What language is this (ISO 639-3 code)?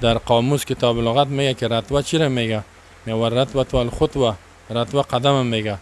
tgk